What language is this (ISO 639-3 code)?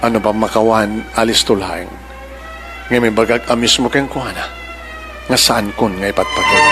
ilo